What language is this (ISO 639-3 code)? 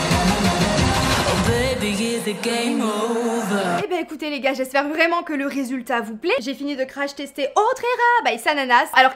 fra